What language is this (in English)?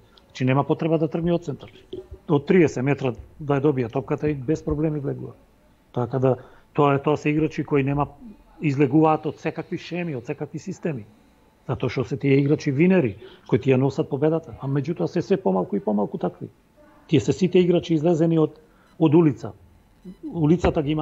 Macedonian